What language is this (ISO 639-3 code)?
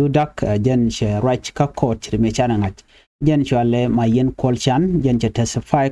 nus